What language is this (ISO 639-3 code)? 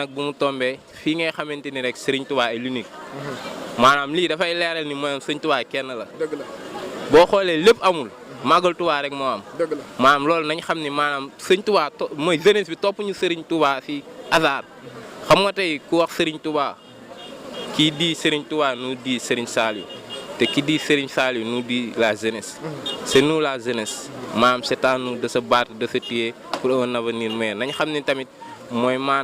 wol